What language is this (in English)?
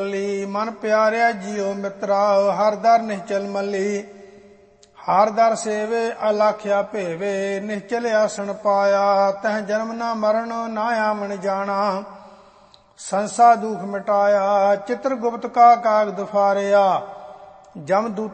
Punjabi